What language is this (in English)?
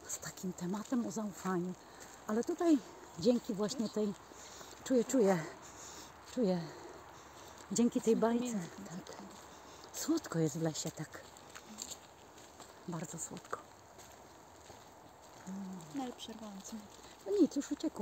Polish